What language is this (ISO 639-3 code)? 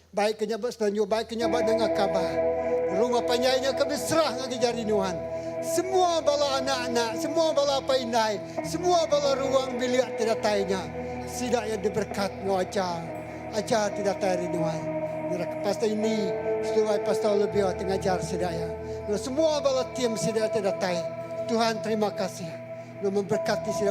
iba